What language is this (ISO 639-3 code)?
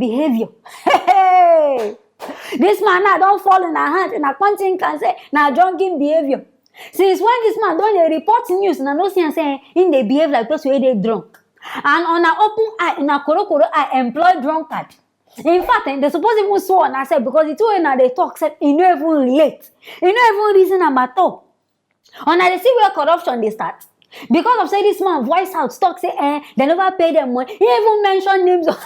pcm